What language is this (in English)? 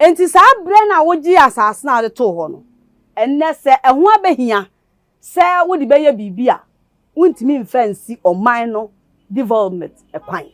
Akan